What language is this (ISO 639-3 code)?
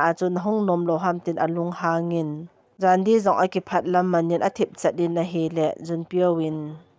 tcz